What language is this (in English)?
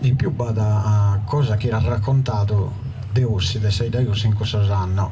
Sardinian